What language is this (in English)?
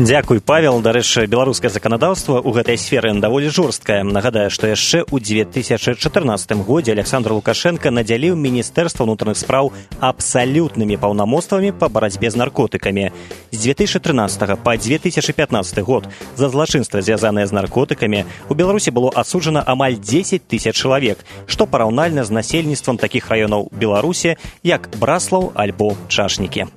Belarusian